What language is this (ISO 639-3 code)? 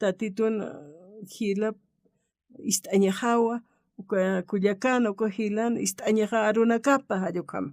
aym